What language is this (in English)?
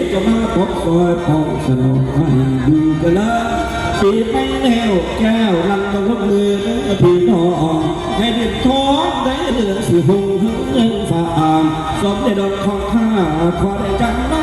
Northeastern Thai